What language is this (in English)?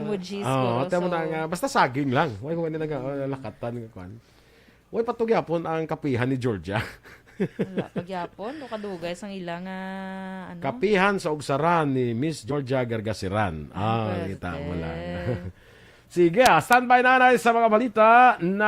Hiligaynon